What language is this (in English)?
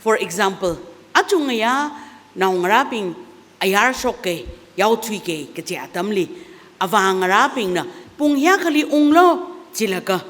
Tangkhul Naga (India)